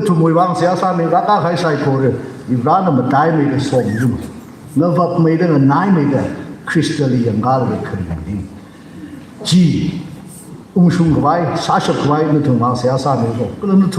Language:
Tangkhul Naga (India)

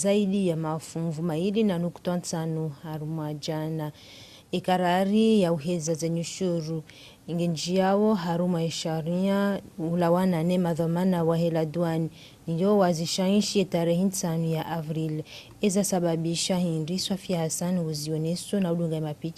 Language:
Ngazidja Comorian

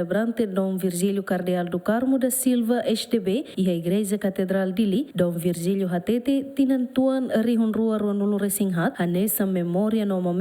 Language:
Tetum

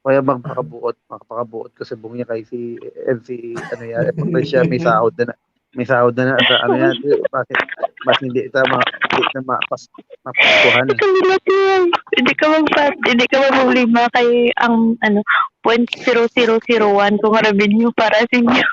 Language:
Hiligaynon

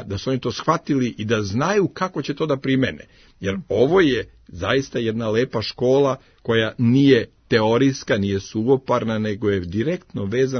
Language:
Serbian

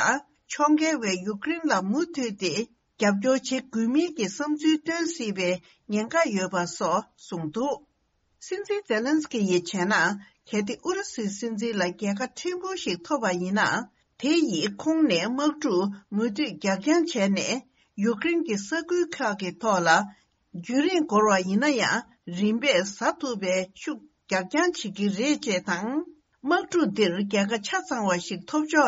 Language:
Tibetan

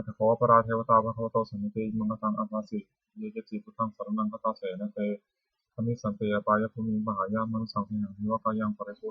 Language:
Pali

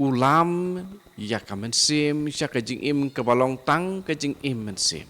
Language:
Khasi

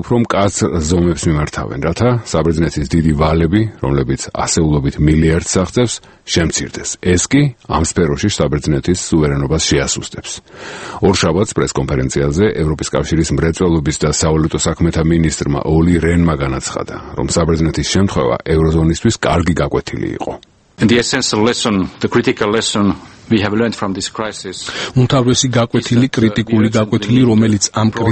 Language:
Georgian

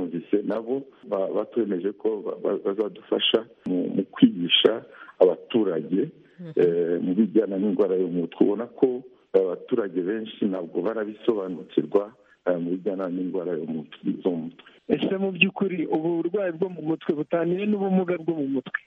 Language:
Kinyarwanda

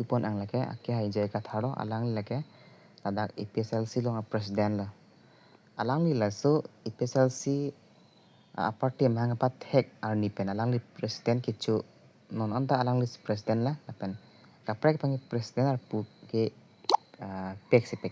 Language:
Karbi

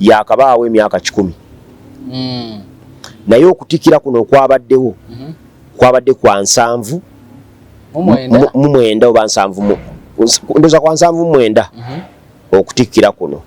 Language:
Ganda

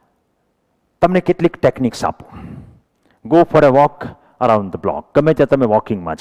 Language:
Gujarati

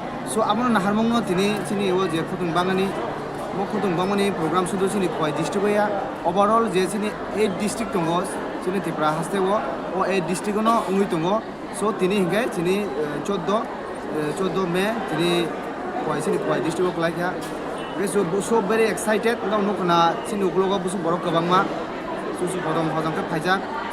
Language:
Kok Borok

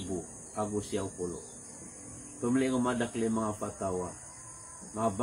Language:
Maranao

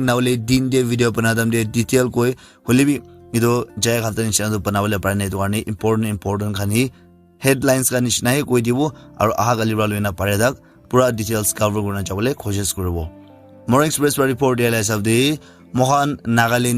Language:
Naga Pidgin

